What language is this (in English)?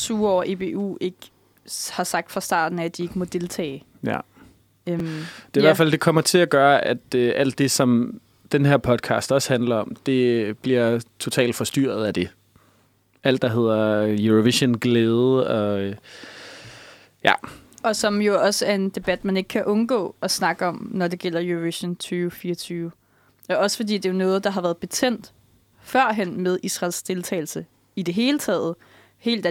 Danish